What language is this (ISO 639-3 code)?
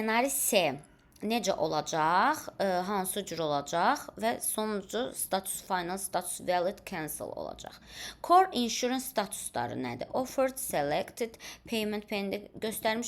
aze